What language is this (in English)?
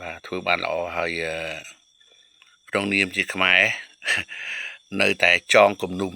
Khmer